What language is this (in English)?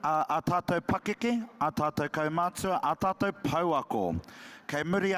Māori